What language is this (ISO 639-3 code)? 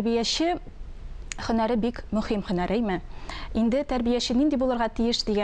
tat